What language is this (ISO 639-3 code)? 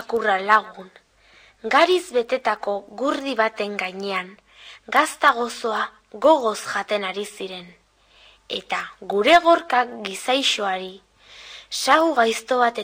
eus